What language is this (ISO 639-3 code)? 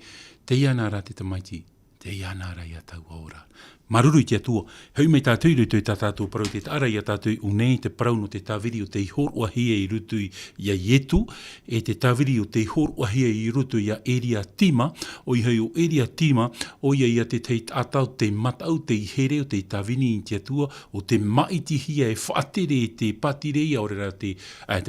tah